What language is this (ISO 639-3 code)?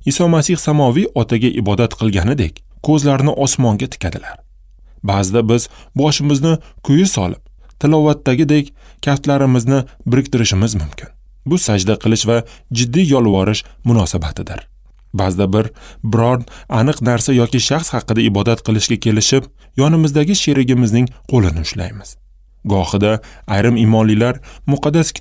uzb